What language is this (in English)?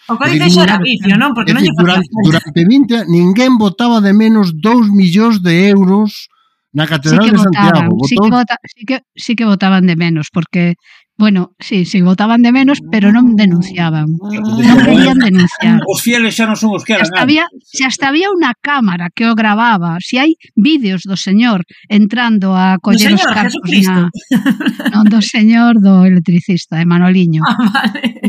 Galician